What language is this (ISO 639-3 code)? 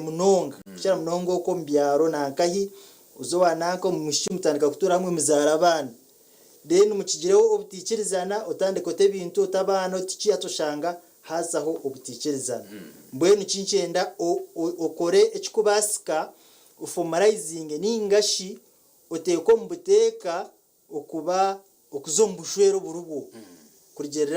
nyn